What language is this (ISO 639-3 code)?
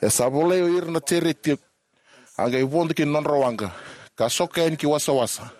fij